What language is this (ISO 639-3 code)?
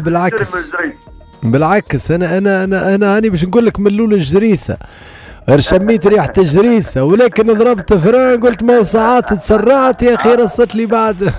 aeb